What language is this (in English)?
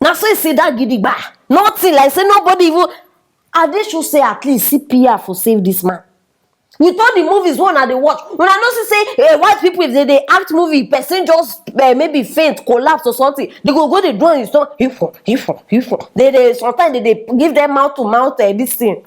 Nigerian Pidgin